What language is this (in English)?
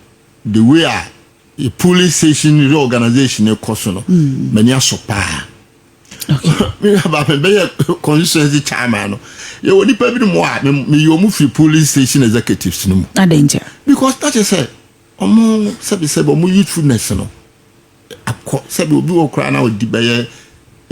Akan